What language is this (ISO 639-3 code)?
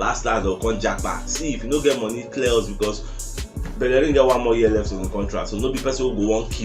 pcm